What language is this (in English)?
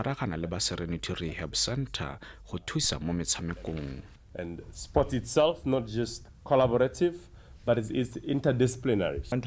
Tswana